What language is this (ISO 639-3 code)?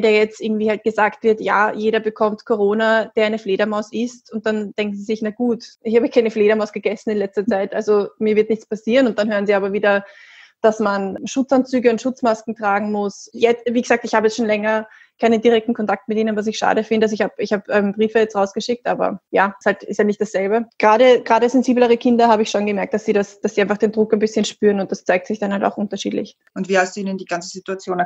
deu